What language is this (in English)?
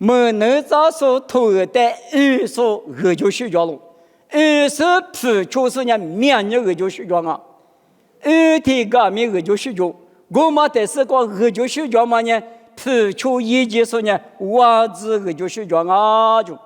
Lisu